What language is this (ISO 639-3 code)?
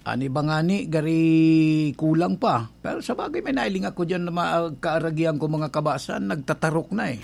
bik